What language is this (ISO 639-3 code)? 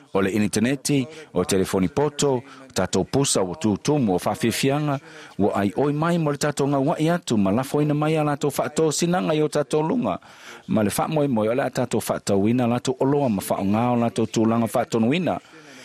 smo